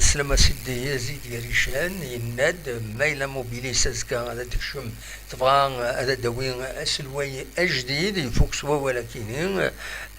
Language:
Kabyle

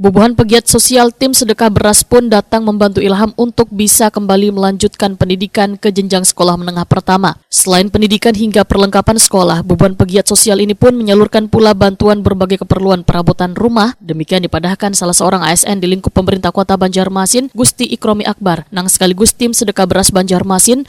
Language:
Banjar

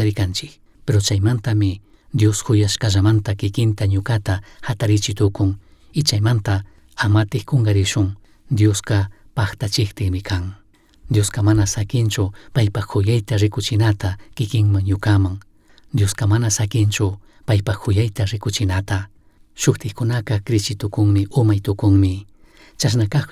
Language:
Chimborazo Highland Quichua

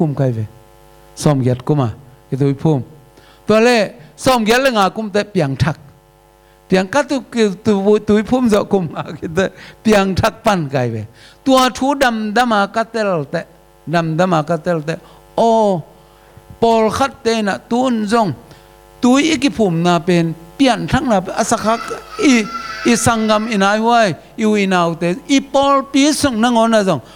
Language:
Tedim Chin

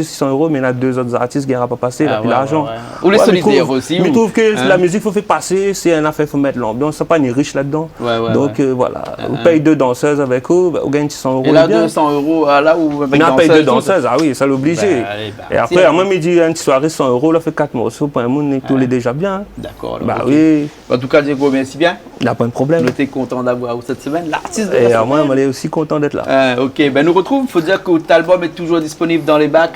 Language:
Réunion Creole French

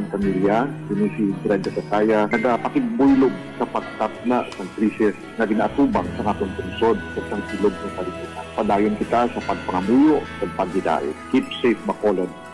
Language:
Hiligaynon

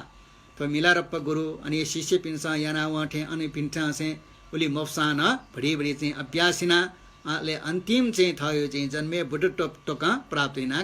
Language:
Newari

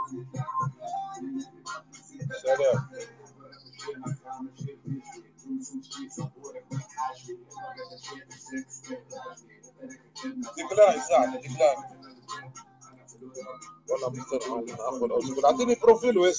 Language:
Tunisian Arabic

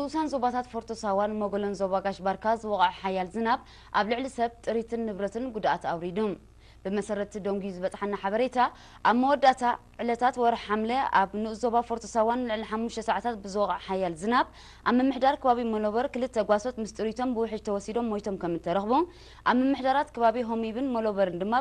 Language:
Tigrinya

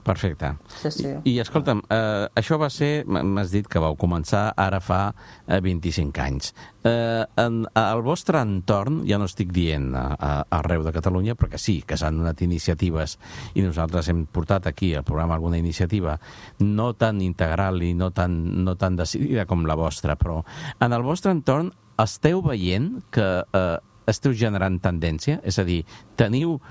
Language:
Catalan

